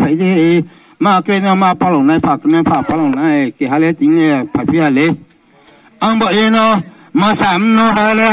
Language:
Riang (India)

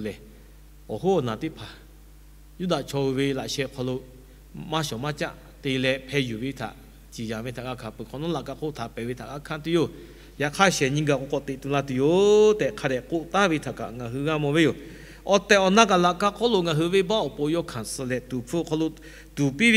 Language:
Lahu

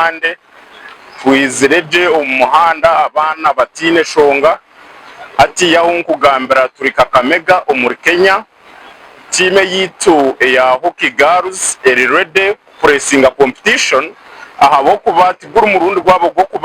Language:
Nyankole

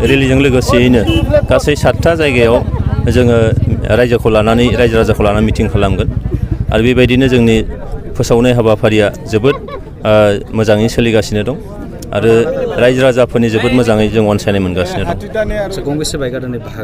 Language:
Bodo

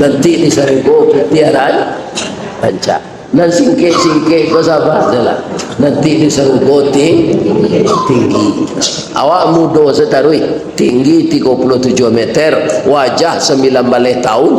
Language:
Minangkabau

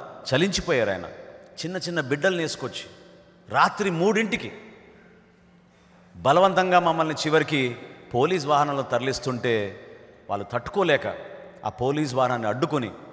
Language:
Telugu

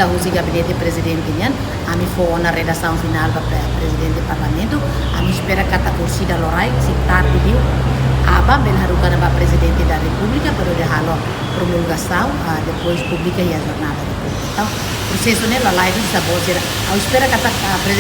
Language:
Tetum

